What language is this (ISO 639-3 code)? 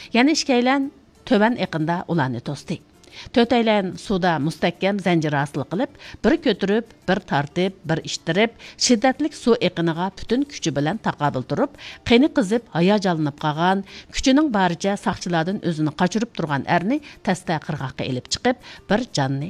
uig